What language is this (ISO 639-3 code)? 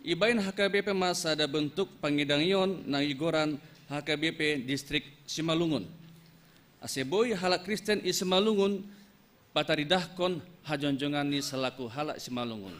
bts